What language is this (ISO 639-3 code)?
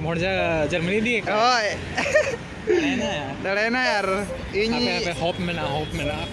sat